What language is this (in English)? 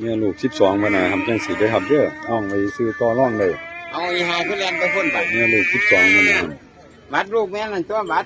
Northeastern Thai